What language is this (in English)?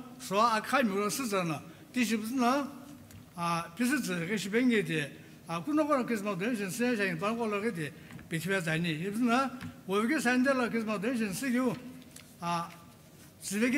Sumi Naga